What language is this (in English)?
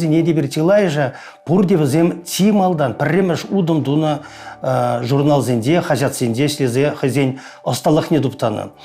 Chuvash